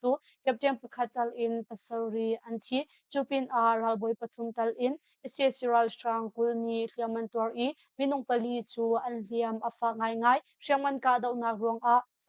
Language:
Hakha Chin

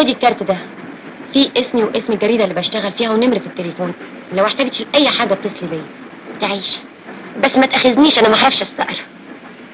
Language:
Egyptian Arabic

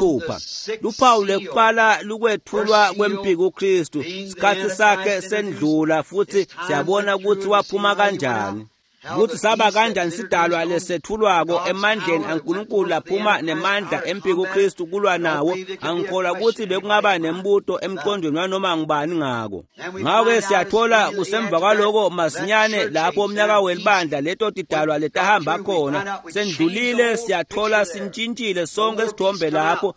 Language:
Swati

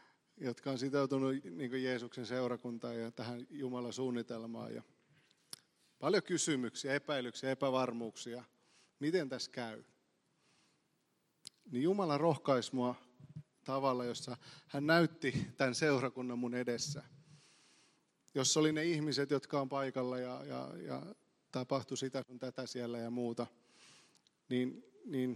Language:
Finnish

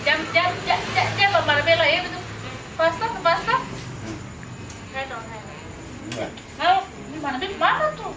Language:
Ambonese Malay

